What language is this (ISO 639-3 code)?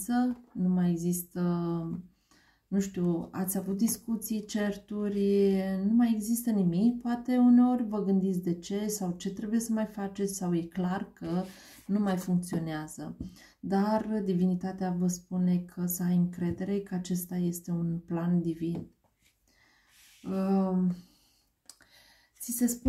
ron